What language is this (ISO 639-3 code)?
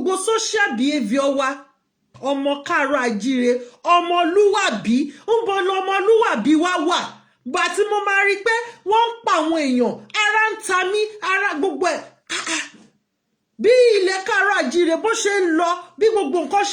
yor